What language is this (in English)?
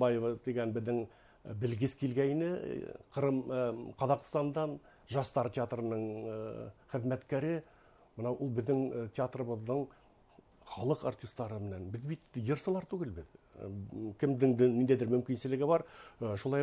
Bashkir